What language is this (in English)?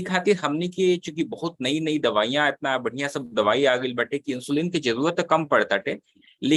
Bhojpuri